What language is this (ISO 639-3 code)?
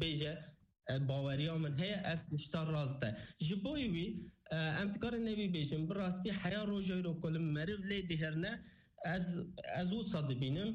kur